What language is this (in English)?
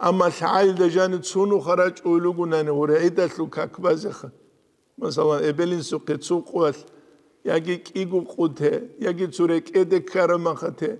Avaric